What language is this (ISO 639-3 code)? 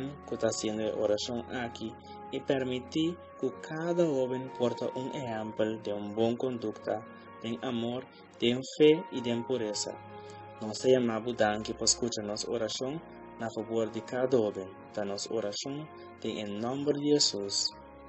pap